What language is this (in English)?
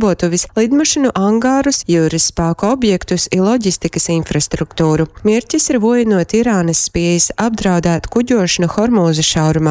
Latgalian